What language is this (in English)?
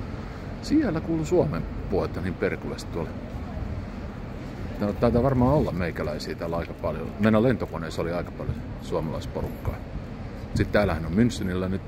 Finnish